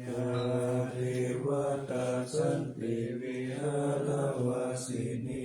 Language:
Pali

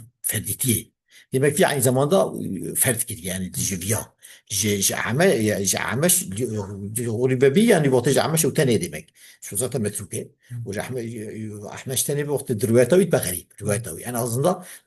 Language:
Kurdish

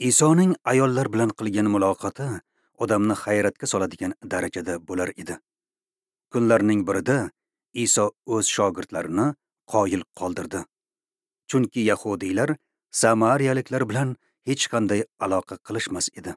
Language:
Uzbek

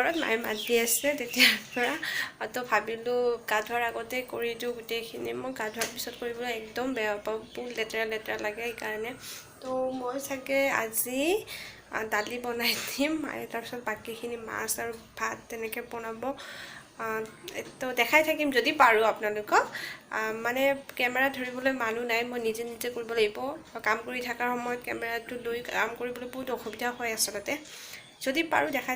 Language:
Assamese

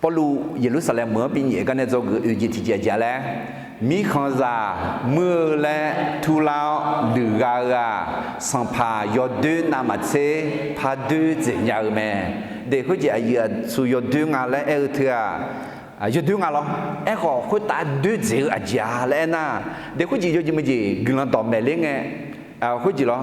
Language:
Akha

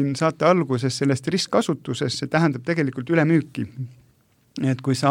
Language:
Estonian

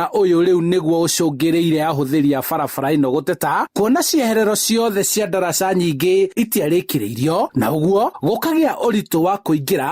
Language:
Kikuyu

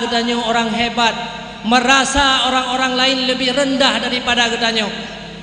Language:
Achinese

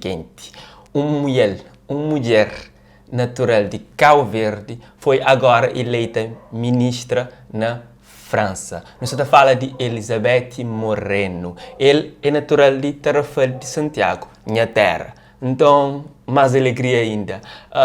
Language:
Kabuverdianu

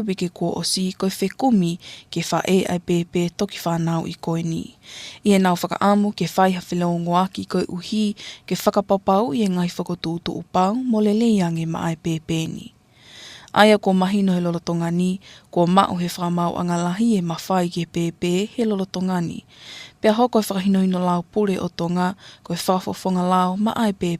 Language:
Tongan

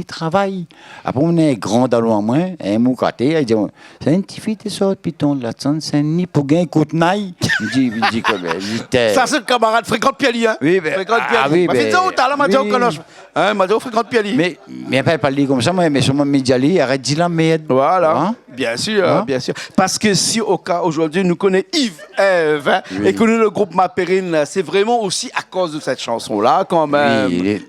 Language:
Réunion Creole French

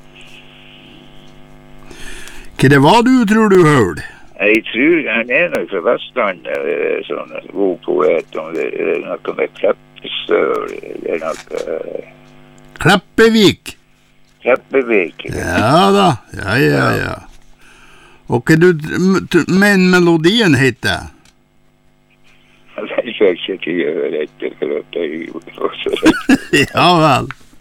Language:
Norwegian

